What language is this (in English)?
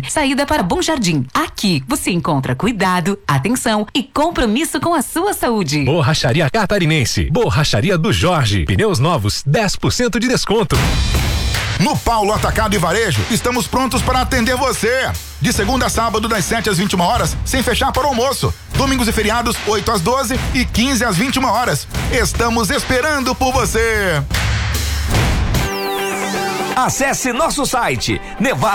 Portuguese